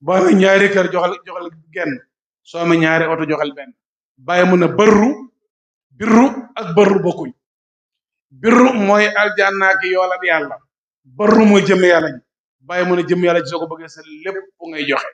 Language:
Wolof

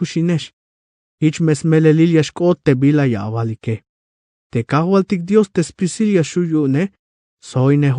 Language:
Tzeltal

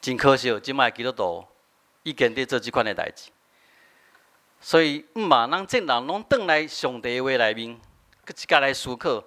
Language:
Min Nan Chinese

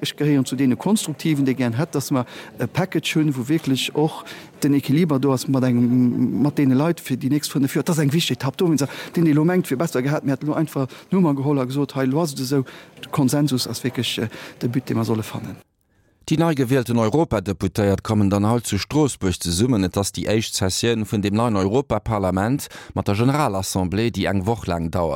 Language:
Luxembourgish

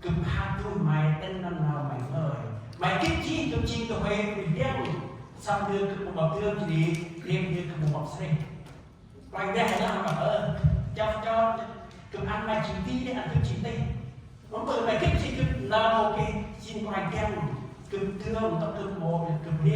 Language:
Central Mnong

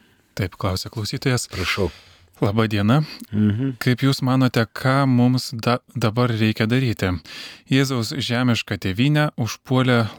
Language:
Lithuanian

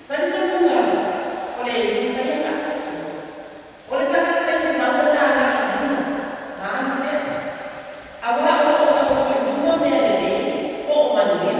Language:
Samoan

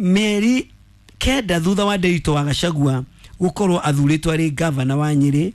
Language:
Kikuyu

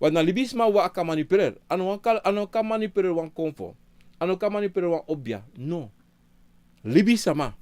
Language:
Sranan Tongo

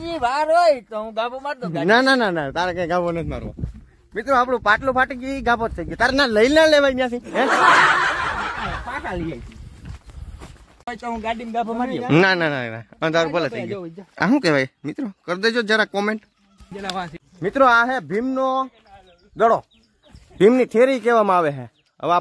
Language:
Gujarati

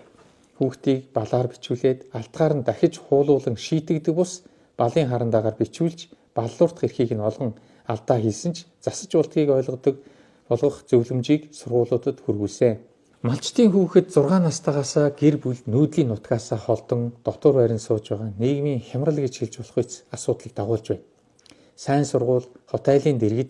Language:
Mongolian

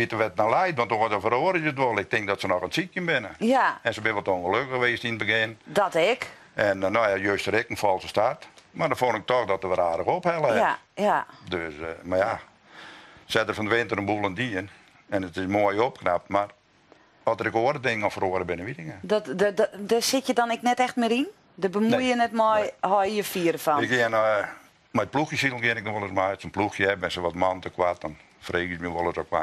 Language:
Western Frisian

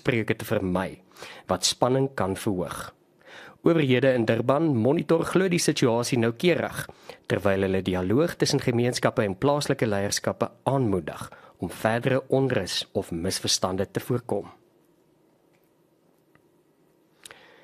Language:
Afrikaans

